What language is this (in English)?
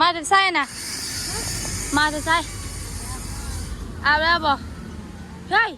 Northeastern Thai